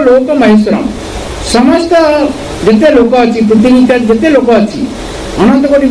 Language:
Odia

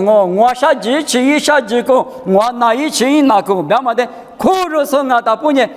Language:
Lisu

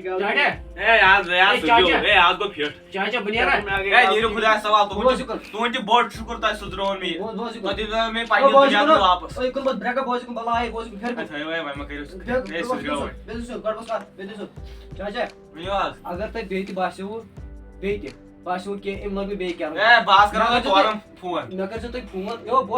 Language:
Kashmiri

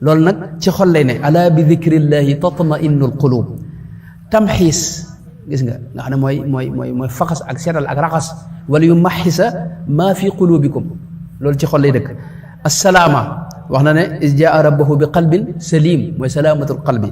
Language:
Wolof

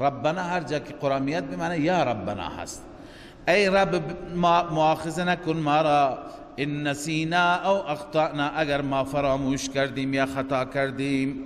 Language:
Persian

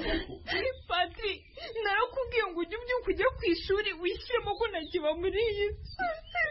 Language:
Kinyarwanda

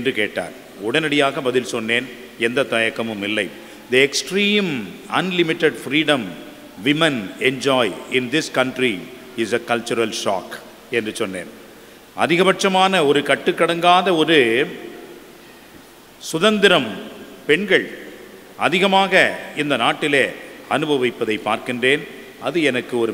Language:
Tamil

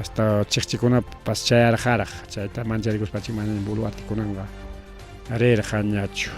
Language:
Ayacucho Quechua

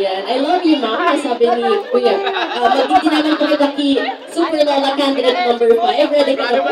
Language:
Bikol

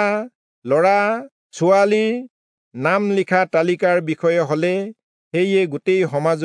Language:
Assamese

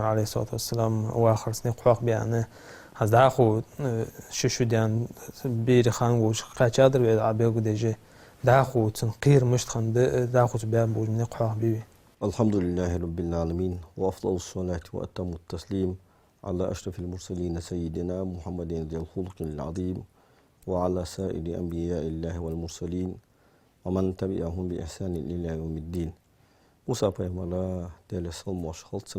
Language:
Ingush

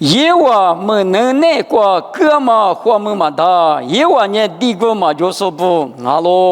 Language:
Lisu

